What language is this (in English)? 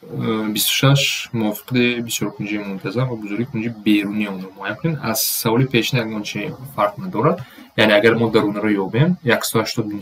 Tajik